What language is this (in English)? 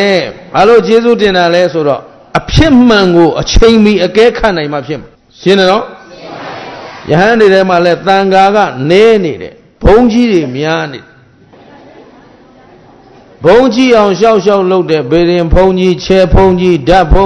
Burmese